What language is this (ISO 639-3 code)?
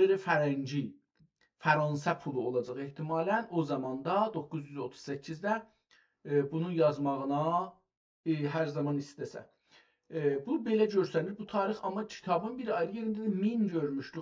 azb